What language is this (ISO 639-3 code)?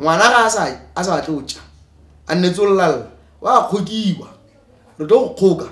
tsn